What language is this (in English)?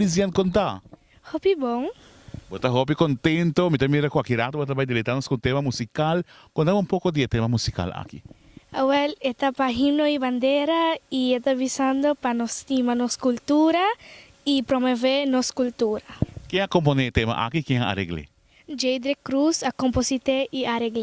Papiamento